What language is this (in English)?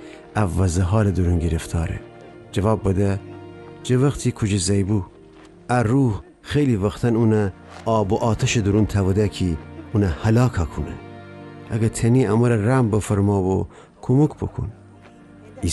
Gilaki